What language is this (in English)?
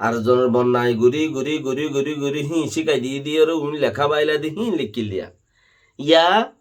Rohingya